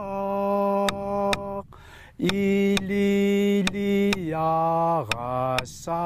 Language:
Kalaallisut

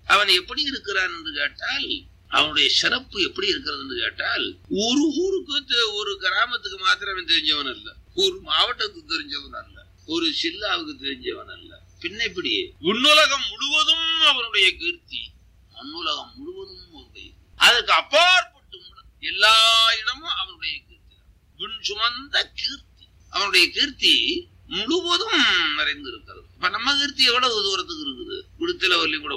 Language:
Tamil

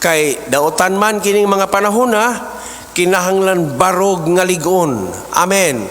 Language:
Cebuano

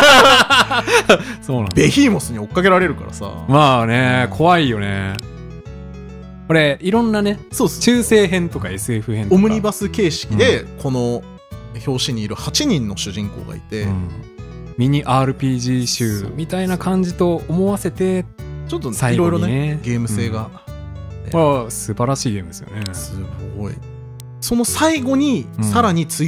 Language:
Japanese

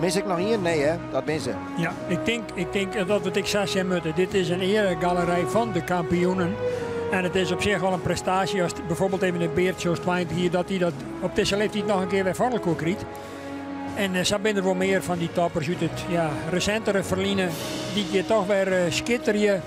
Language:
Western Frisian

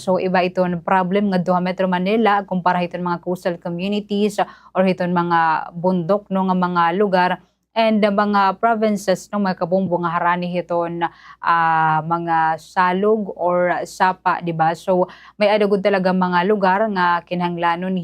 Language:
Waray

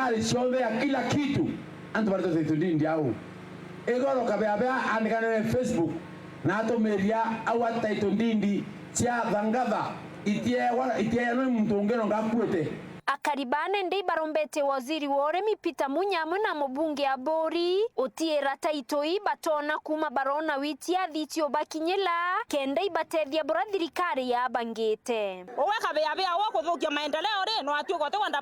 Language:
Meru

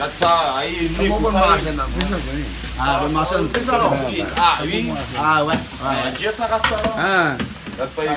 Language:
Réunion Creole French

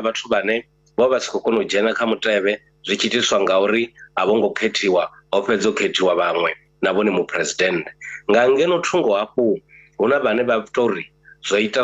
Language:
Venda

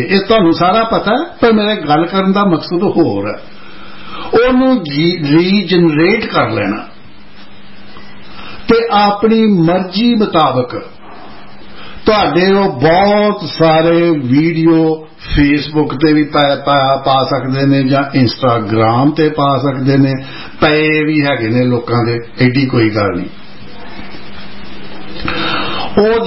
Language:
Punjabi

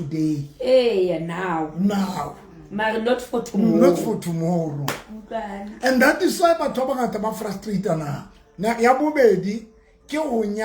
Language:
Southern Sotho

